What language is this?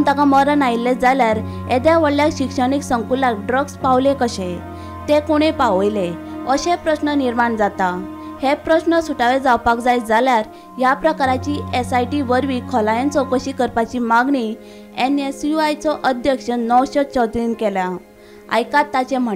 Konkani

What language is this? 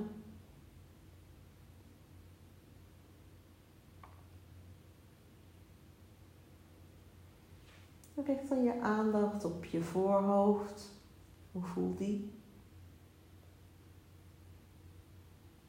Dutch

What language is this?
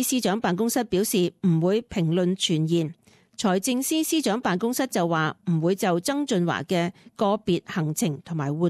Cantonese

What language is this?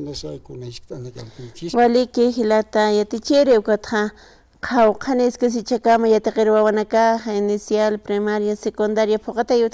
Aymara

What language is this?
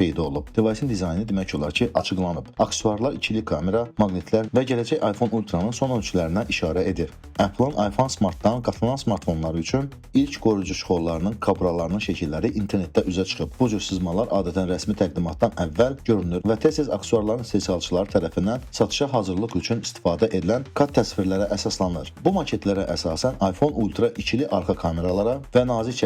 Azerbaijani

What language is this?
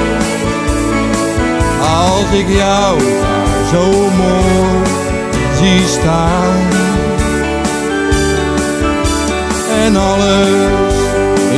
Dutch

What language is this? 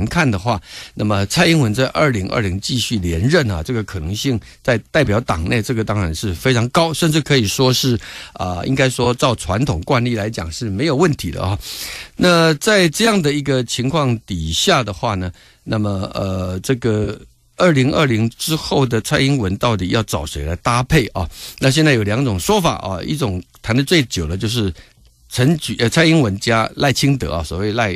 Chinese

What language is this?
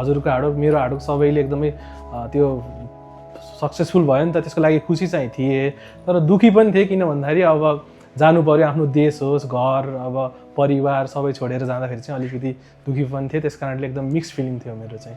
Nepali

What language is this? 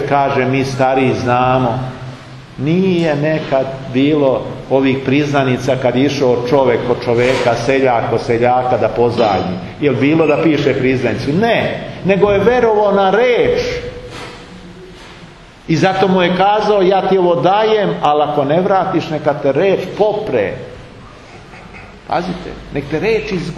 Serbian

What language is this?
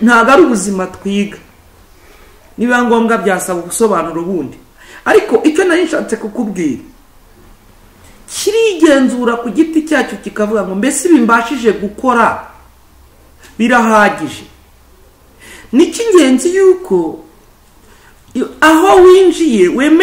Kinyarwanda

